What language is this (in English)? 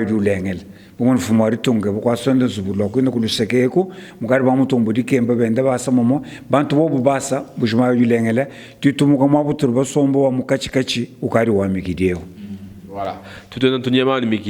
Luba-Lulua